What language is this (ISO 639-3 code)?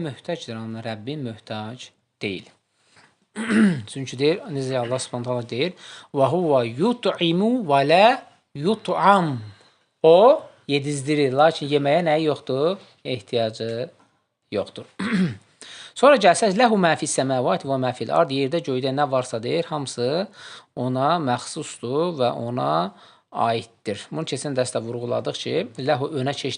aze